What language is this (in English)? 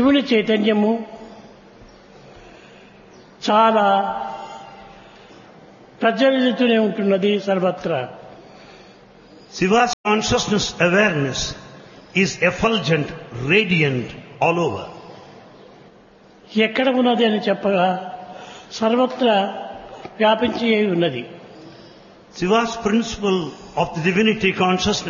Telugu